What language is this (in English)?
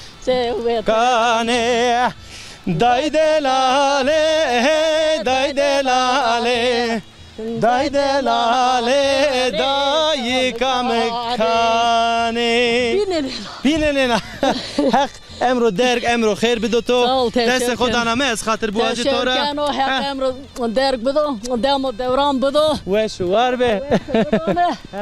Zaza